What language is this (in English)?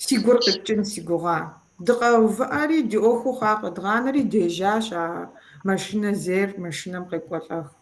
Kabardian